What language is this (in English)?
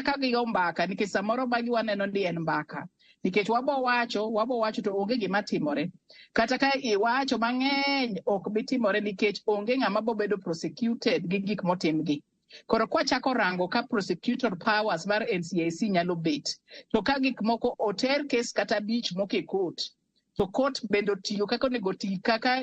Luo (Kenya and Tanzania)